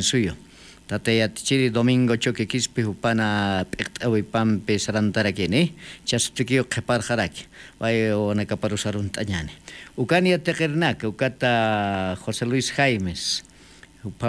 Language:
Aymara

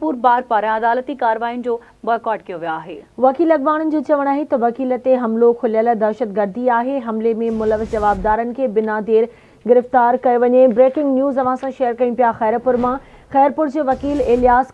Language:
Sindhi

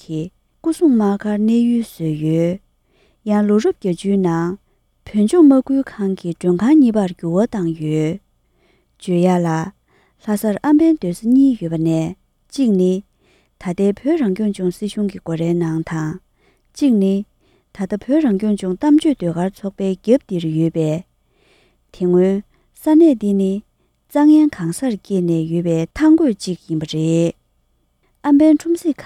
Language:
Tibetan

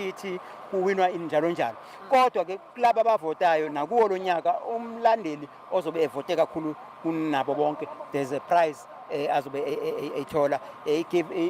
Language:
Zulu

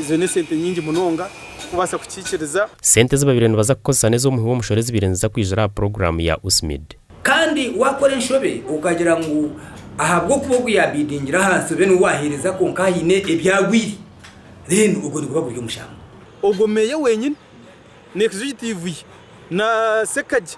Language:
Nyankole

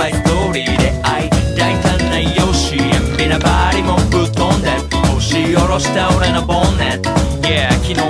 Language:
Japanese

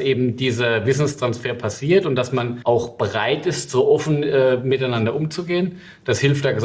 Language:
German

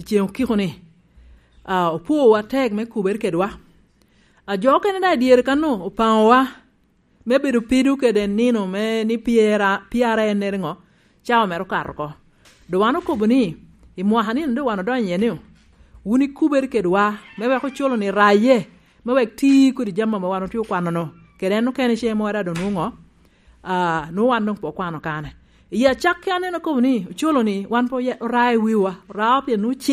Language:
Lango (Uganda)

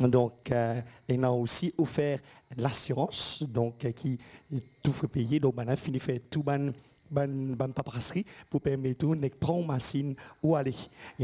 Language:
Morisyen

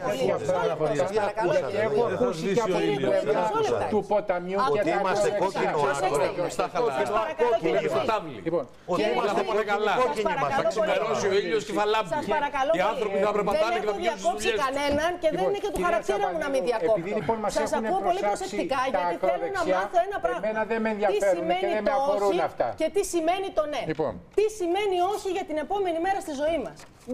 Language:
Greek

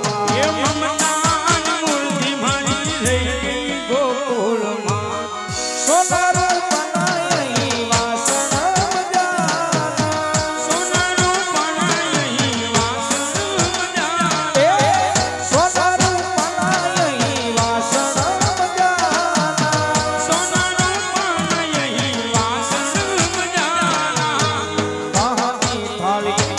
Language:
Gujarati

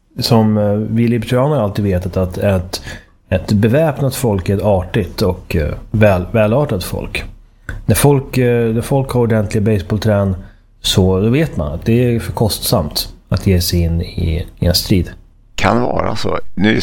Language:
Swedish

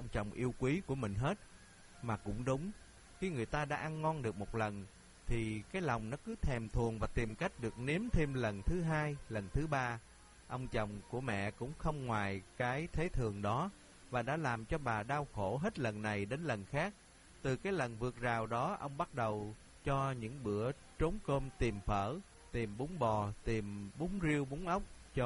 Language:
Vietnamese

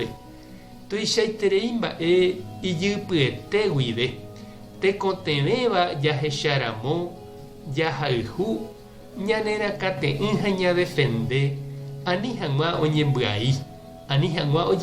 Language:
Guarani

